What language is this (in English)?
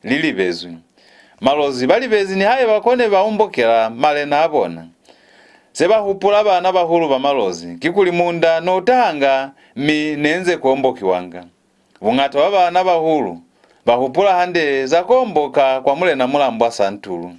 Lozi